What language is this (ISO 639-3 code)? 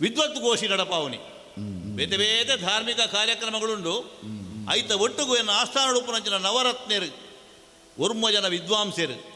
tcy